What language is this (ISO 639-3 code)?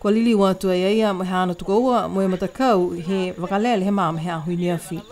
niu